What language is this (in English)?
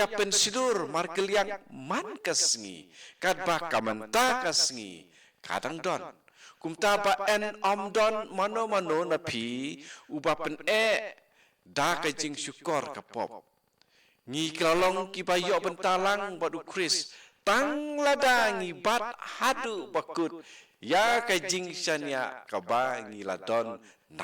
Khasi